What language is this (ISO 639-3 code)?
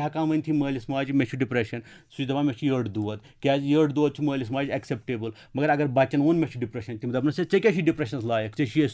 kas